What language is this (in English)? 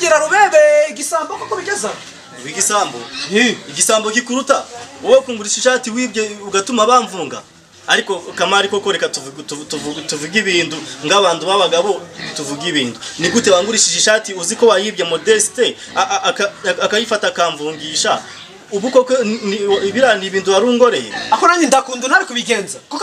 Kinyarwanda